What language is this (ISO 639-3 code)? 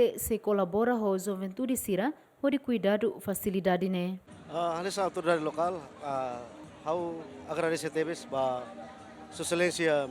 tet